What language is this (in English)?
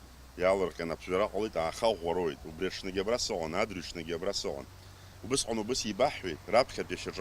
Abkhazian